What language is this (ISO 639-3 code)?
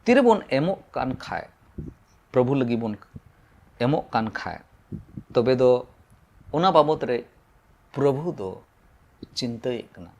sat